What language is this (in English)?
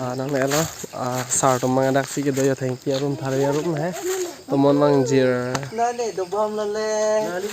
Karbi